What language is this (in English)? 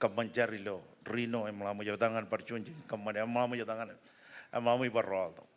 Marshallese